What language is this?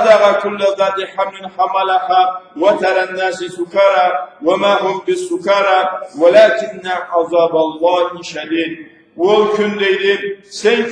Karachay-Balkar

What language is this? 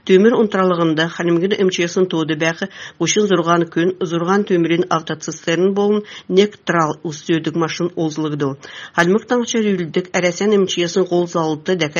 Kalmyk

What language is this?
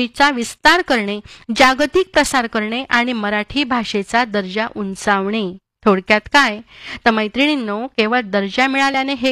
Marathi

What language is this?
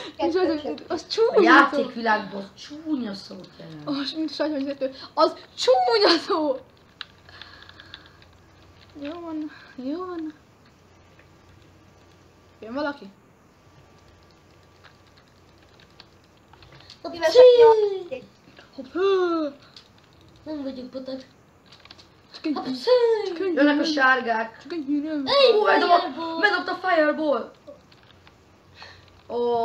Hungarian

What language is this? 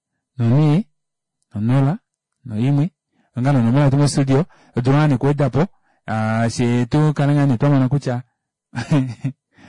Kuanyama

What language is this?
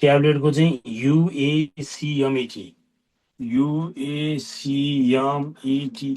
Nepali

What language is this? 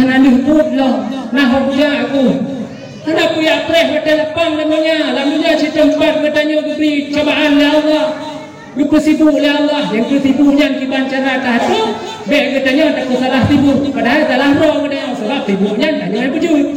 Achinese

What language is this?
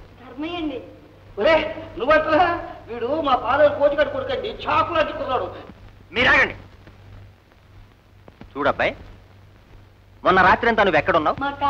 Telugu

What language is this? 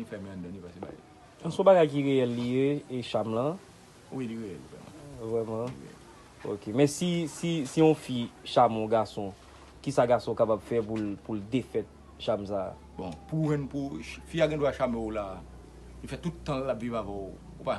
Haitian Creole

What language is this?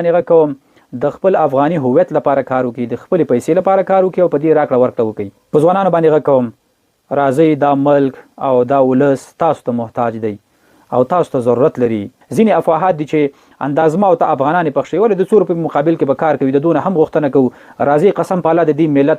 Pashto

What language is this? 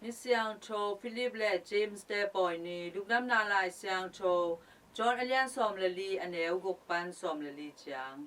Tedim Chin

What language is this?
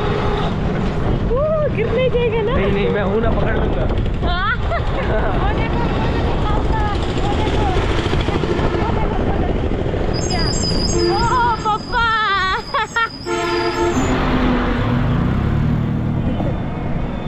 Malayalam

